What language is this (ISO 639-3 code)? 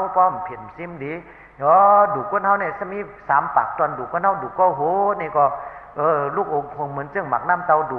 shn